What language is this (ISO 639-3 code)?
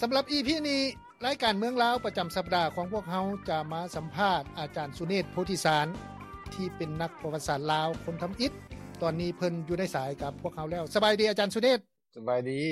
lao